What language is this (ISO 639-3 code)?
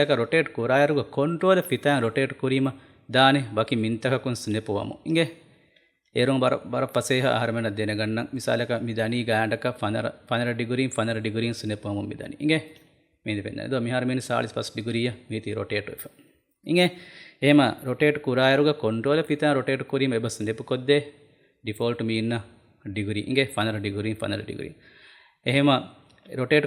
div